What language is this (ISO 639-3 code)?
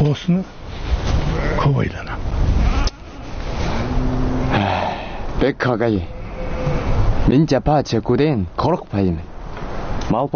kaz